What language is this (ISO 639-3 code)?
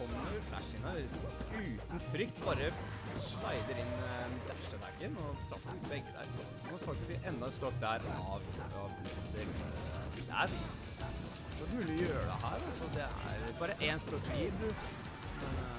nor